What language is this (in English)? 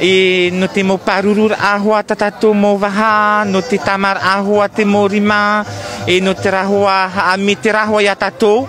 Tahitian